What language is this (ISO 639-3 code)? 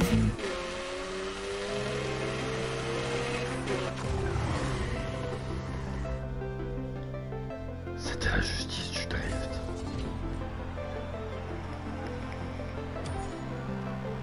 fra